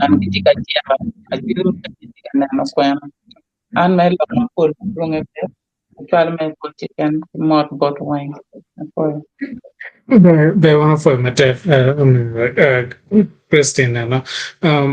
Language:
Acoli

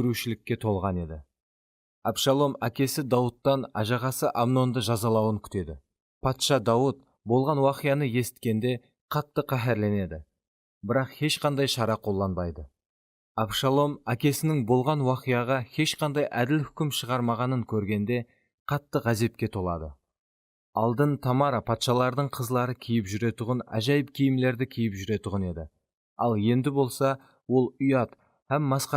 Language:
Kara-Kalpak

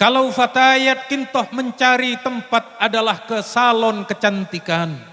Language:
Madurese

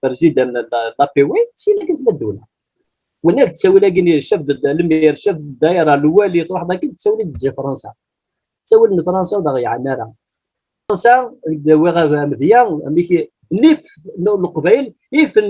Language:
Kabyle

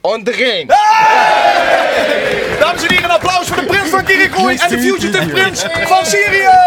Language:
Limburgish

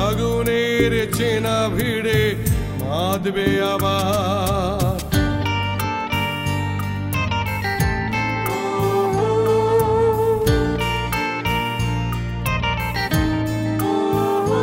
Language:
Bangla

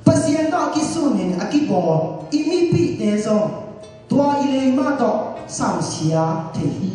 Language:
Tedim Chin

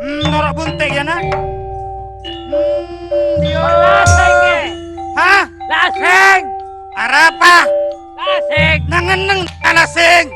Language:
Madurese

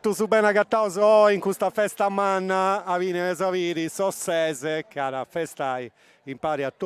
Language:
Sardinian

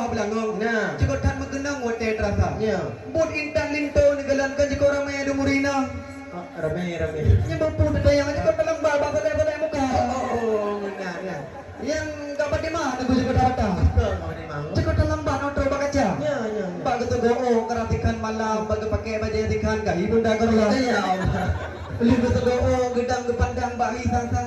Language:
Achinese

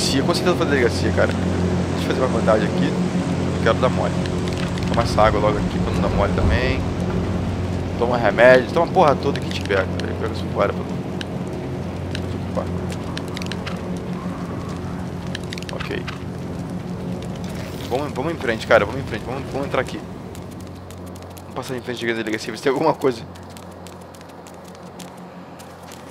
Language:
Portuguese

